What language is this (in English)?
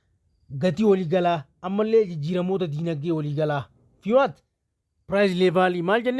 Oromo